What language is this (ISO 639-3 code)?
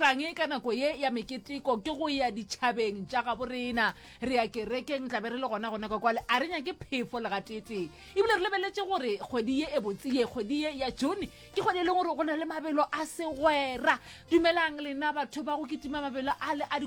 nso